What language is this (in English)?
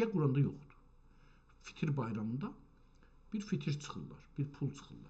South Azerbaijani